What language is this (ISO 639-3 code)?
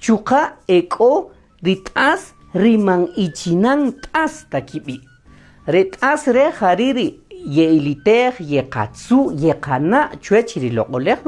cak